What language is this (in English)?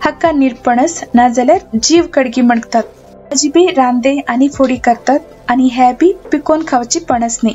Konkani